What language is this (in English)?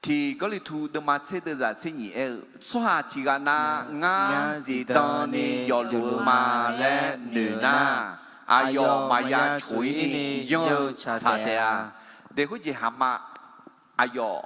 Akha